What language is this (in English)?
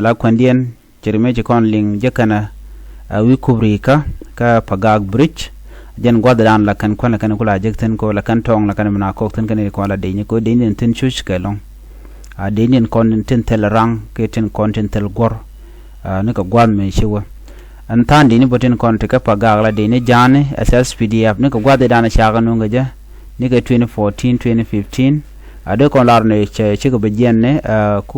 Nuer